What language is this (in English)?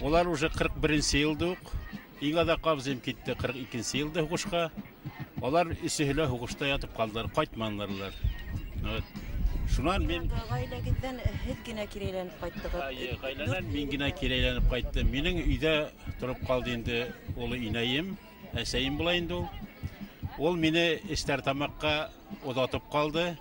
Bashkir